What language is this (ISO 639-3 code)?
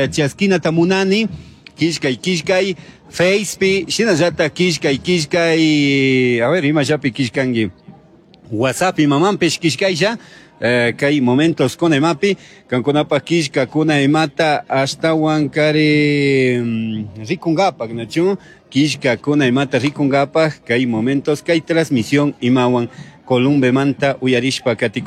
qug